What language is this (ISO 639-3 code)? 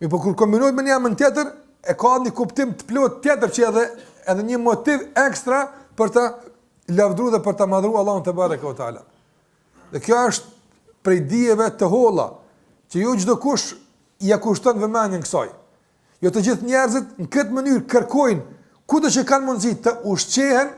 sqi